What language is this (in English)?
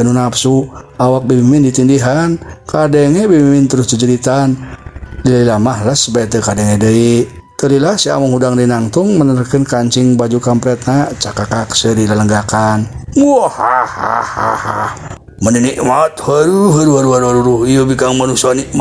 Sundanese